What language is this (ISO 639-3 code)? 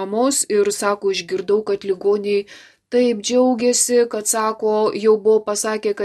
lit